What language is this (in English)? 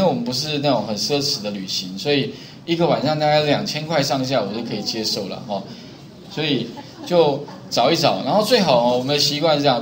Chinese